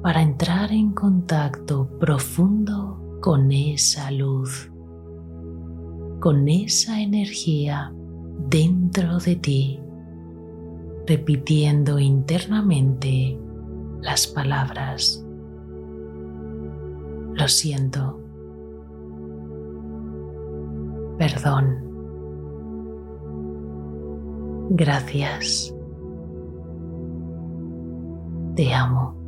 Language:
Spanish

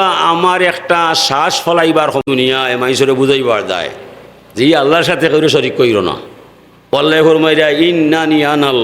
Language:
Sylheti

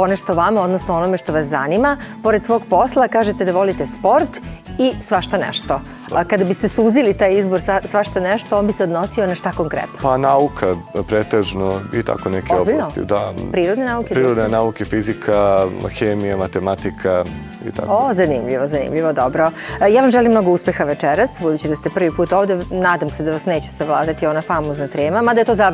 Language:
Serbian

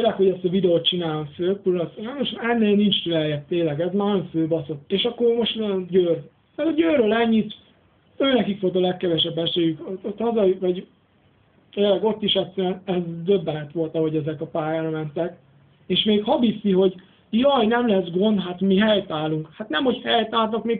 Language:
Hungarian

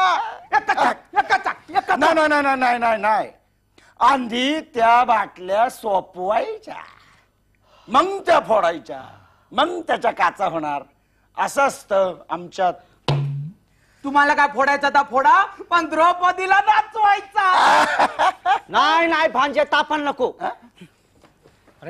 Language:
Marathi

